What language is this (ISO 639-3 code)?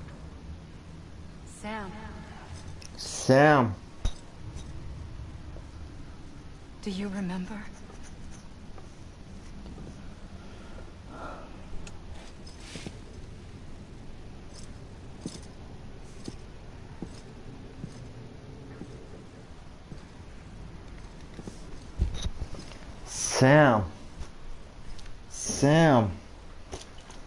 tur